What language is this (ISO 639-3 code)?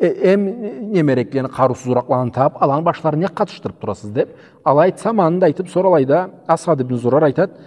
krc